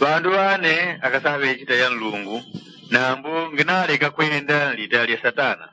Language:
Yao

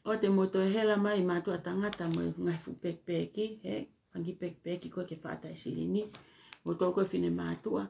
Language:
Tongan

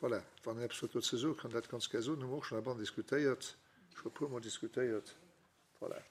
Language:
Luxembourgish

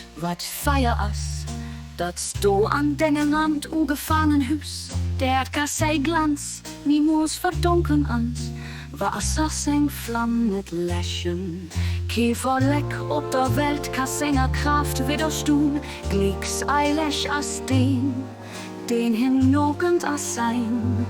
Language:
Luxembourgish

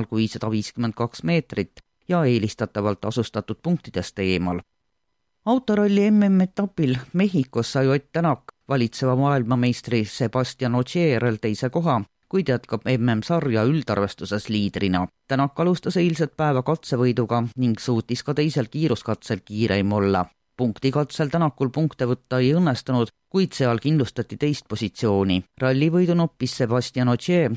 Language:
Estonian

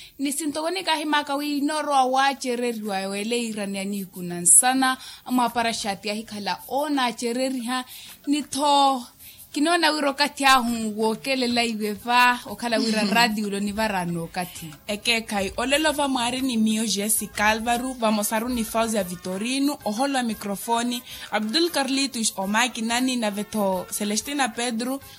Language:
Makhuwa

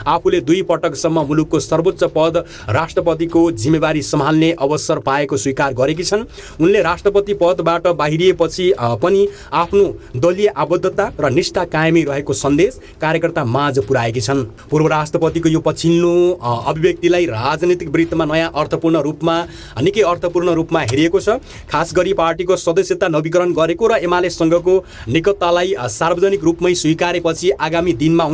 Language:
Nepali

